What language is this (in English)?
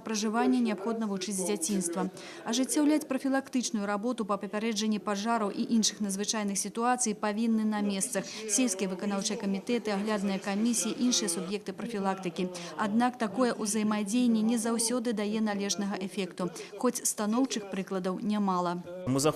Belarusian